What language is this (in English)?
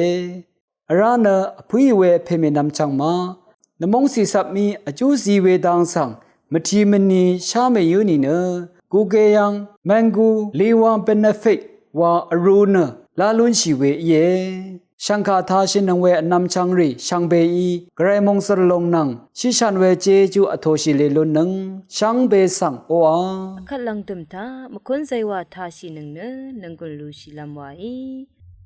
Rawang